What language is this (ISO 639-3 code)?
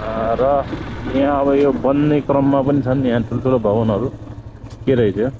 nep